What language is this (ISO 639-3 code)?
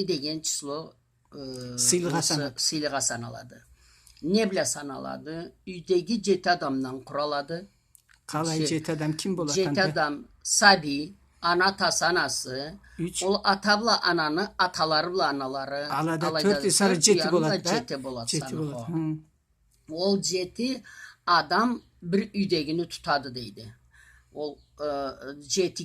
krc